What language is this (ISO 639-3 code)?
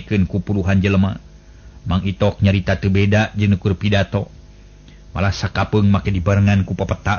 sun